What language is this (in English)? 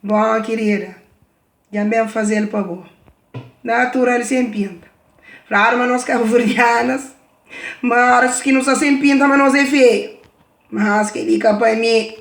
Kabuverdianu